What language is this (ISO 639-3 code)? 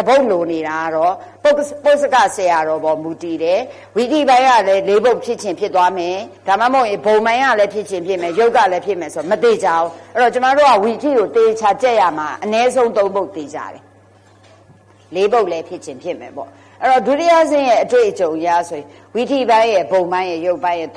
mya